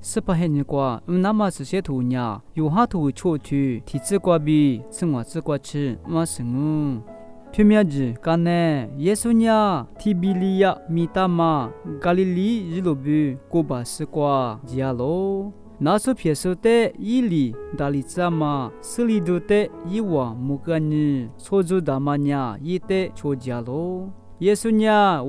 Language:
Lisu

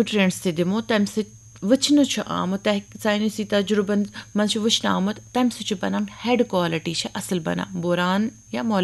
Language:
Kashmiri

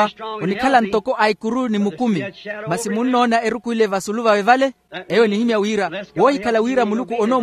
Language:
Makhuwa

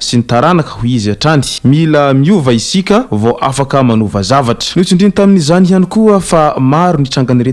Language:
Malagasy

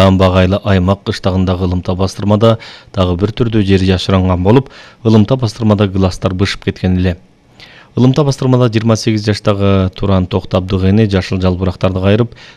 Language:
Kyrgyz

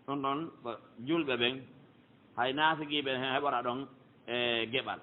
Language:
Pular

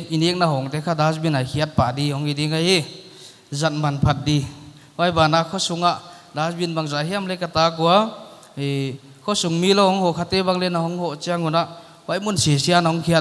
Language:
Paite Chin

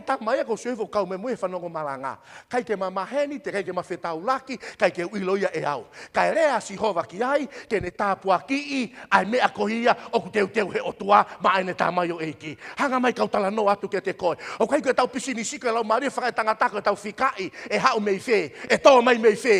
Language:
Tongan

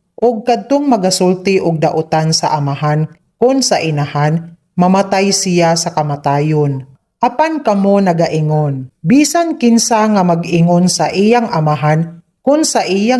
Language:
Cebuano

